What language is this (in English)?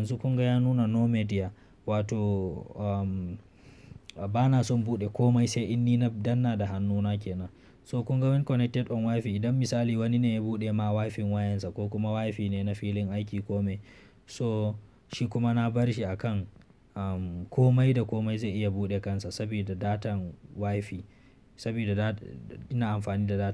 Hausa